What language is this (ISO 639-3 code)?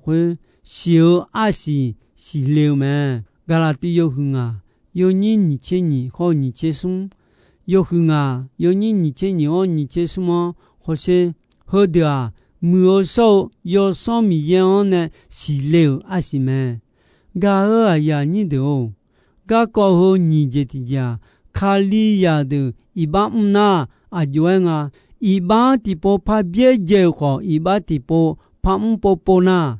ahk